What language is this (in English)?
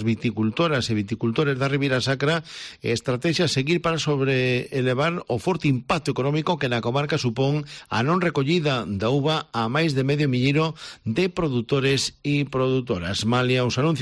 Galician